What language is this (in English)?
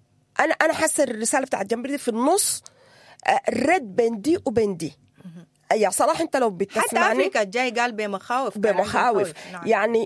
Sudanese Arabic